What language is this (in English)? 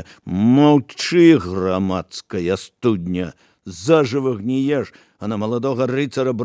Belarusian